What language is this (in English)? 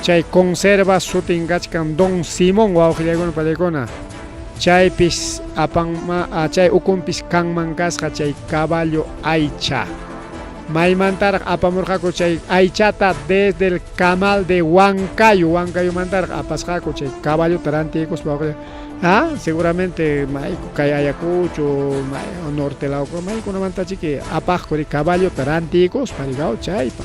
Ayacucho Quechua